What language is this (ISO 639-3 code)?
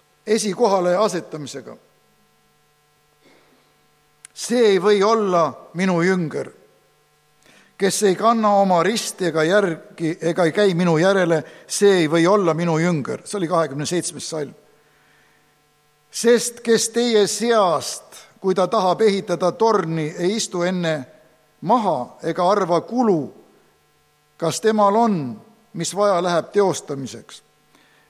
est